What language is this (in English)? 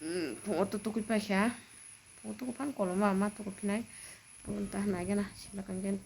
Kok Borok